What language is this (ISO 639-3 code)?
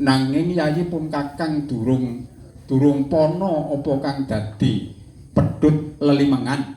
jav